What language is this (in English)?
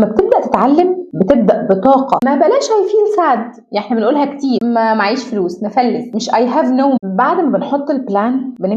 Egyptian Arabic